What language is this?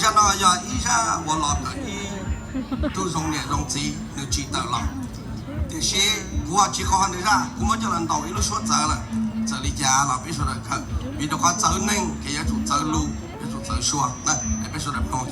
Hmong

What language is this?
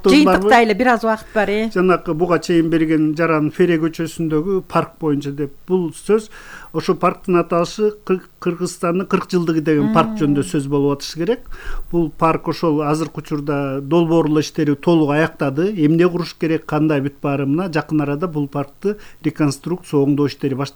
Kyrgyz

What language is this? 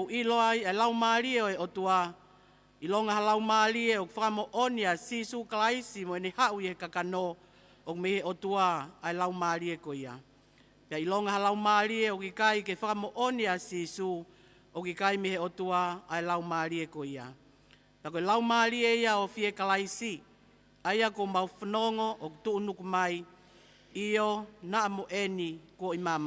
Tongan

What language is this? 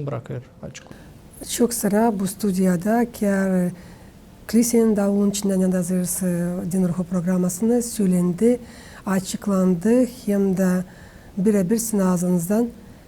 Gagauz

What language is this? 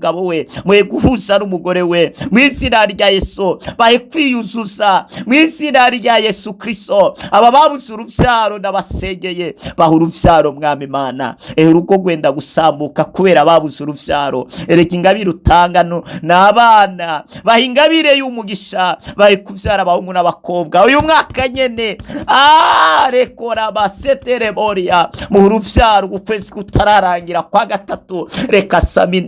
Rundi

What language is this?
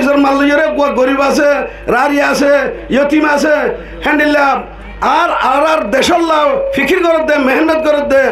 Rohingya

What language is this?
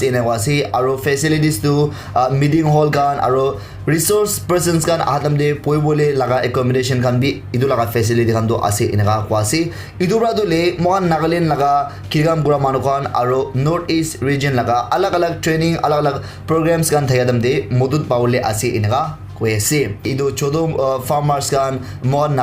Naga Pidgin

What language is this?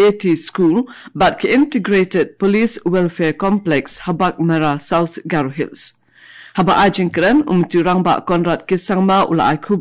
Khasi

